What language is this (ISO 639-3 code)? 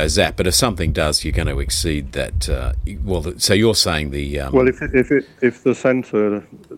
eng